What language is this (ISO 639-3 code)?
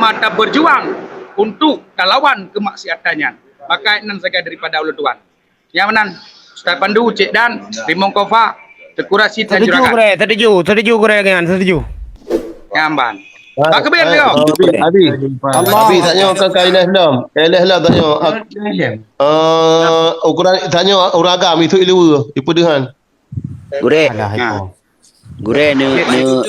ace